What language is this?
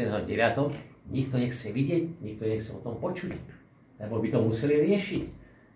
Slovak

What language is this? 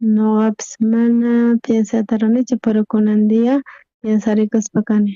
South Bolivian Quechua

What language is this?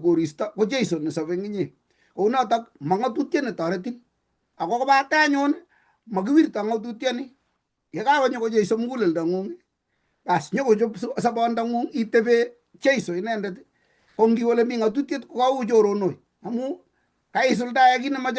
Kalenjin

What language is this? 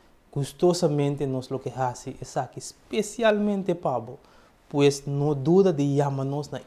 Papiamento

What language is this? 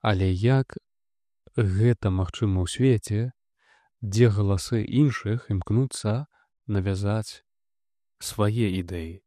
Belarusian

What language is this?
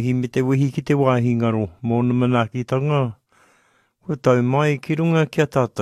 Māori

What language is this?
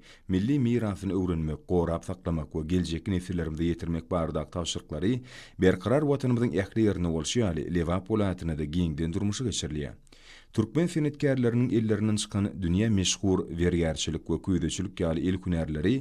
Turkmen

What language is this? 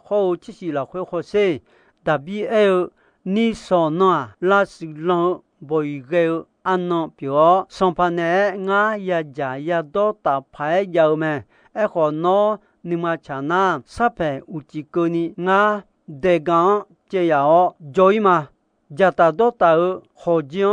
Akha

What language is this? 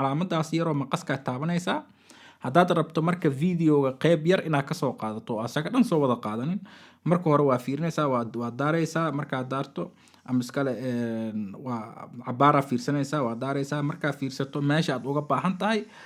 Somali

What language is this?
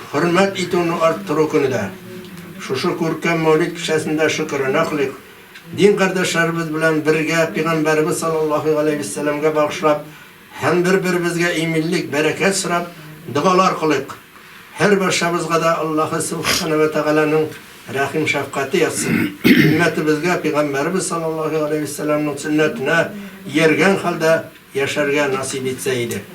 Tatar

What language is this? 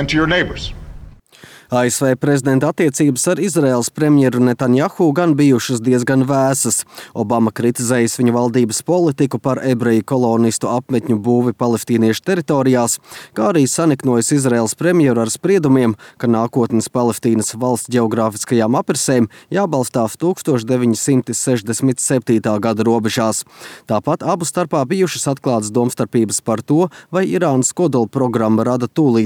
Latvian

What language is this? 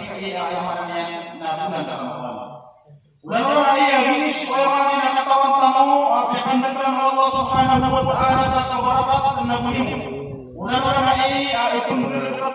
Maranao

